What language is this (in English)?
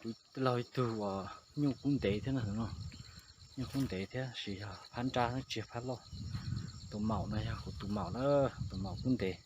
Hmong